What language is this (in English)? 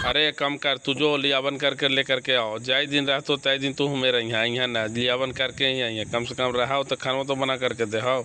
Magahi